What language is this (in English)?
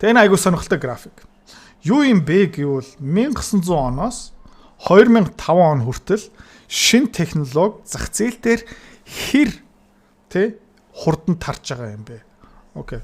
Mongolian